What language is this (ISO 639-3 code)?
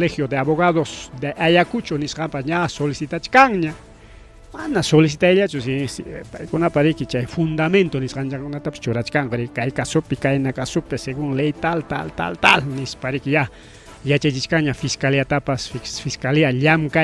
quy